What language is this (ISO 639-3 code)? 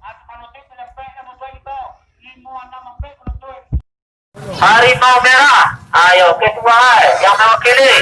min